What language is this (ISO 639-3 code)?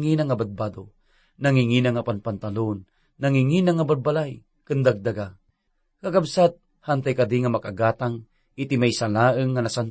ilo